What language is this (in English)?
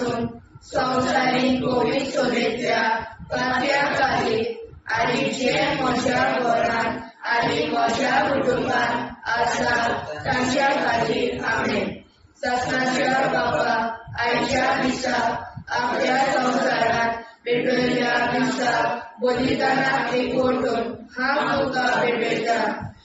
Konkani